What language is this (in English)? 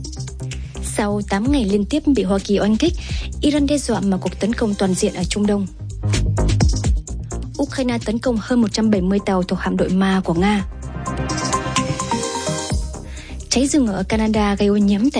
Vietnamese